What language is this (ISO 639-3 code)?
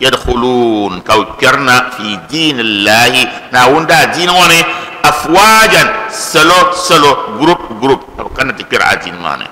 dag